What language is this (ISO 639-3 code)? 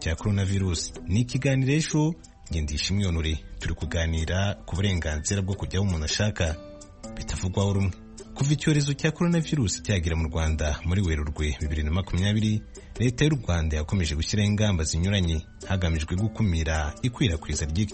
kin